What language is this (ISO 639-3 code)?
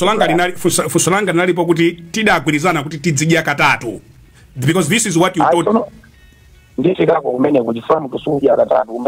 nya